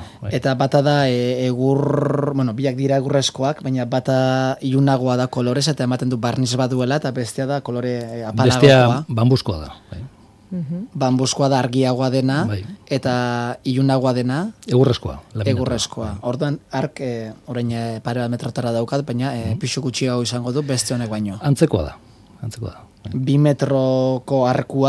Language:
Basque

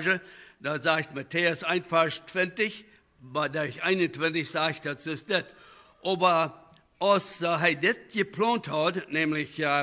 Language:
Plautdietsch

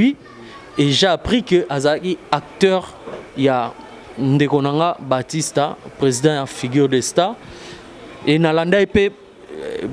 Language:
Lingala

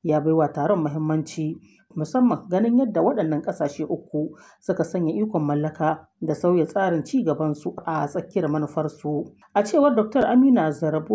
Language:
Hausa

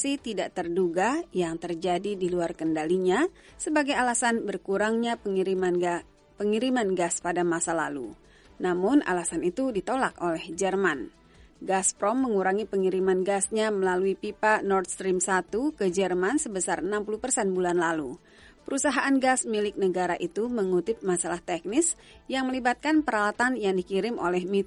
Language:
Indonesian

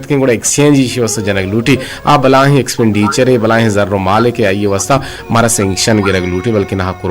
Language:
Eastern Balochi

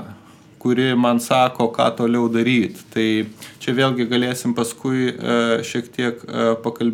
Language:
Lithuanian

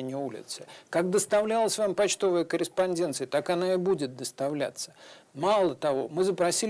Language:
Russian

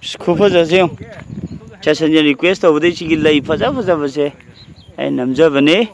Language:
Manipuri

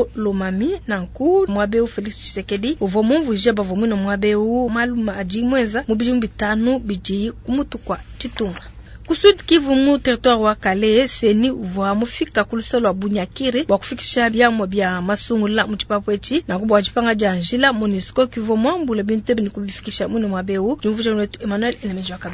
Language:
Luba-Lulua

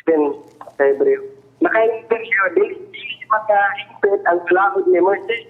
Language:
Cebuano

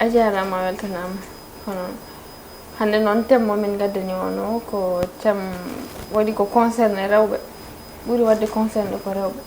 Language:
Fula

